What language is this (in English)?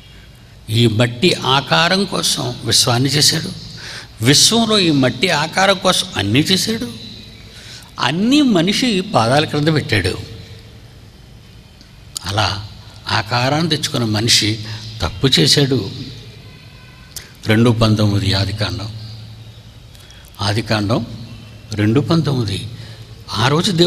Telugu